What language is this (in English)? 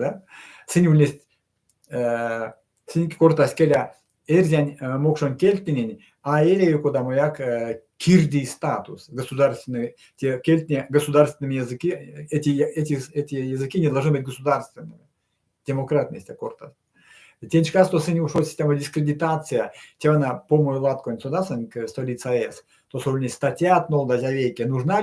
Erzya